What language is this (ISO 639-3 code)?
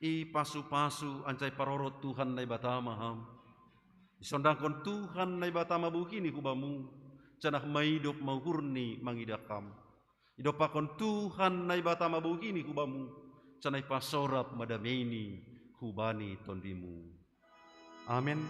bts